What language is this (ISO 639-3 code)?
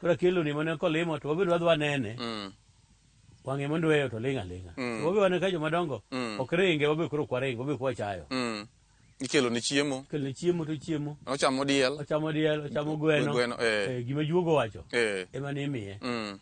luo